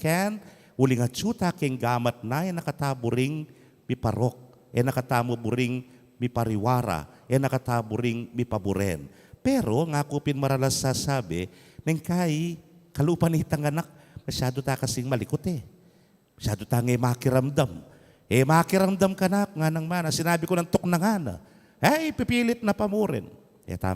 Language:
Pampanga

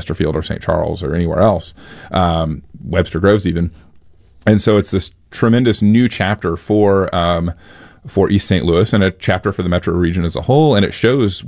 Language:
English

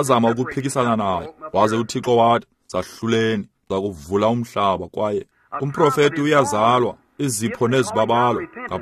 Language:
Xhosa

